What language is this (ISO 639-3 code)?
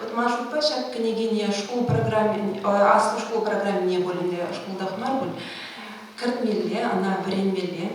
chv